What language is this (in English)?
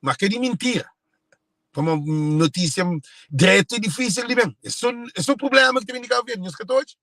Kabuverdianu